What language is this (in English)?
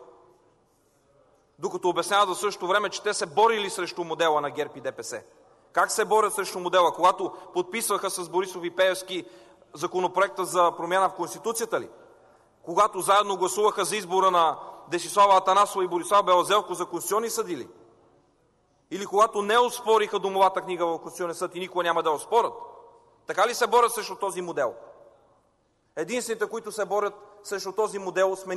Bulgarian